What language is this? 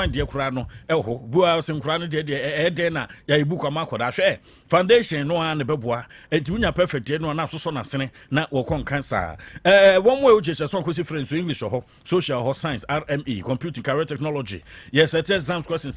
Akan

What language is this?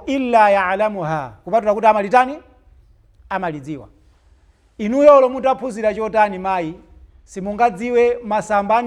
Nyanja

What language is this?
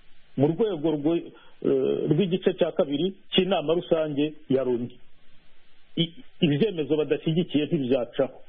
Kinyarwanda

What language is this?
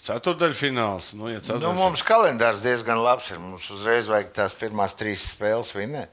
Latvian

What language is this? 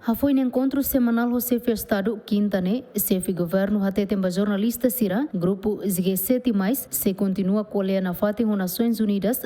Tetum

